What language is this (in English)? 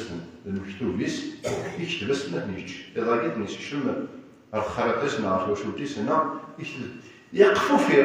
Kabyle